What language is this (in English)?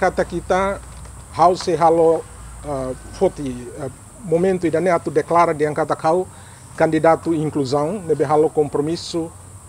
Tetum